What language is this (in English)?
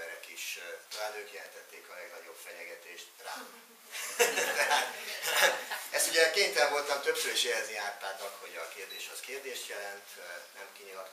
Hungarian